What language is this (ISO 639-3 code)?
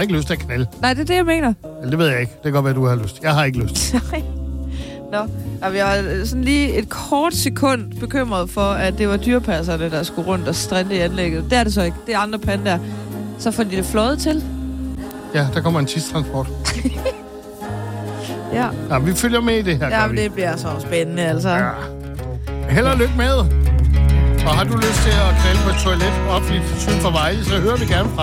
dan